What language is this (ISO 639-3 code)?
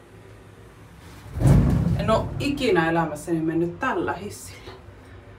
fin